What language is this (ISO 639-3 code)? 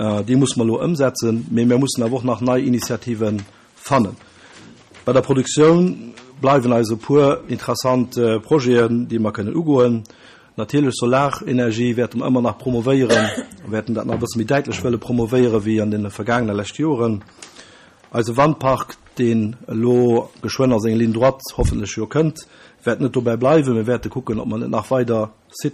ltz